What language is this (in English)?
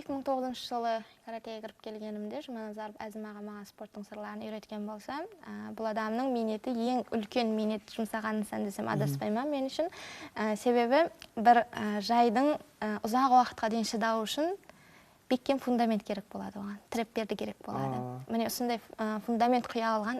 Kara-Kalpak